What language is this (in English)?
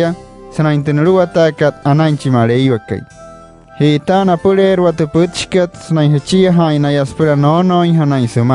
Wayuu